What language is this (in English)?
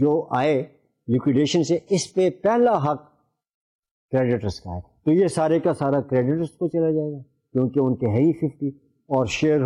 Urdu